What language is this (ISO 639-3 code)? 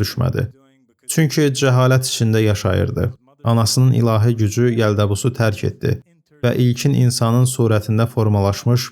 aze